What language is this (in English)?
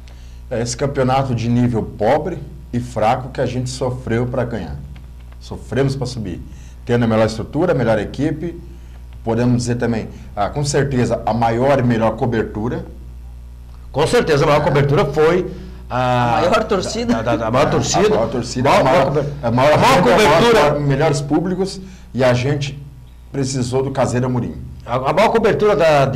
Portuguese